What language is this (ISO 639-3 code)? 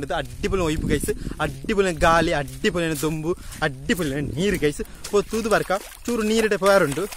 tcy